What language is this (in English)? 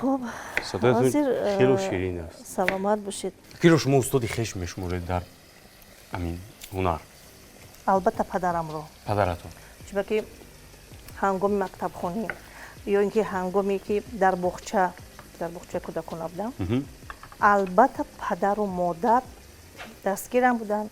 Tajik